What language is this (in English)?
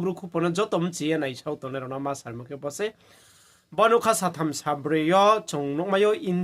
Riang (India)